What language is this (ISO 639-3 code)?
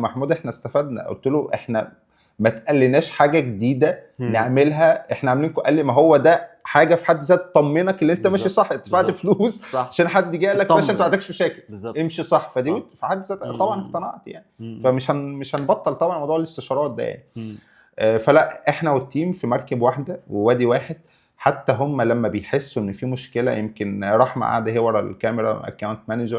arz